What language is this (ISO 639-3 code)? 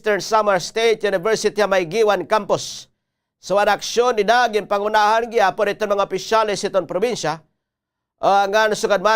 war